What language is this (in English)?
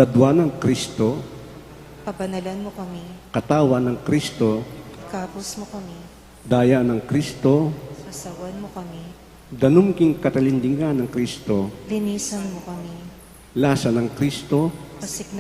Pampanga